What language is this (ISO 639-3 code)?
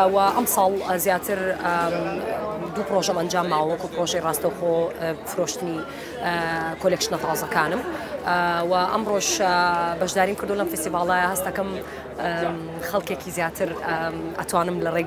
ckb